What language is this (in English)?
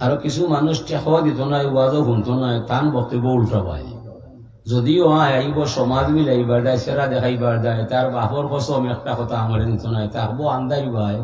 Sylheti